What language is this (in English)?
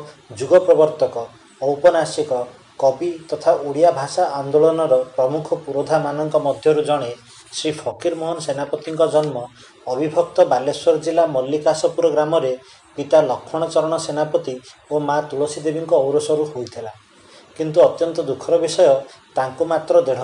Odia